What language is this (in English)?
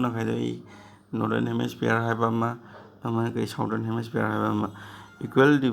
Manipuri